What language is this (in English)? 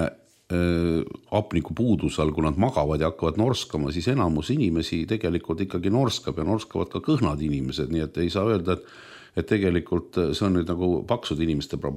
Estonian